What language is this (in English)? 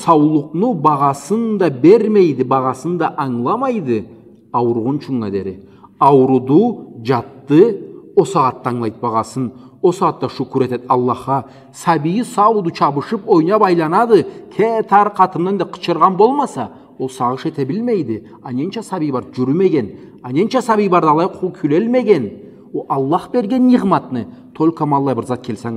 Karachay-Balkar